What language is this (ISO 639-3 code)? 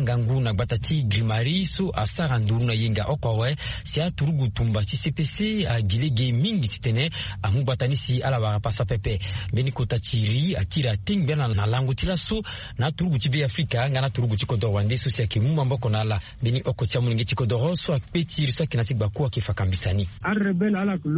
sag